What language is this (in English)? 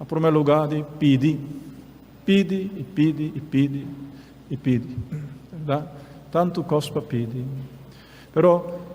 Papiamento